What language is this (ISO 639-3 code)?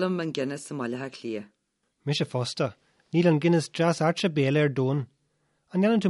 gle